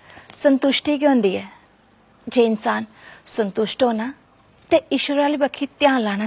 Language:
Dogri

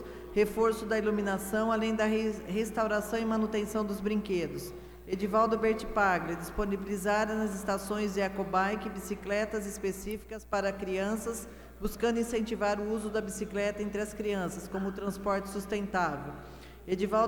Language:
Portuguese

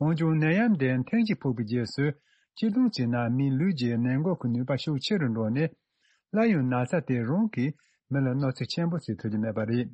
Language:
Tibetan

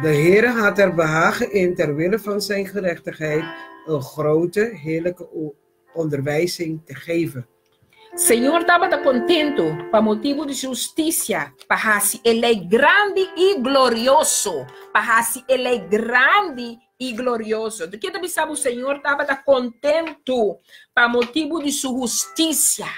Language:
Papiamento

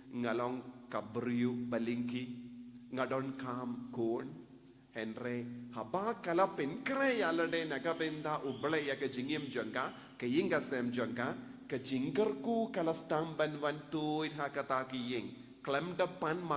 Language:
Khasi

